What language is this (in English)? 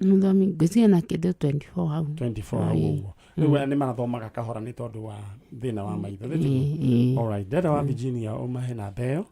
Kikuyu